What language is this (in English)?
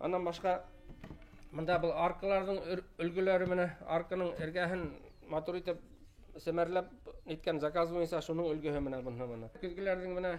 Bashkir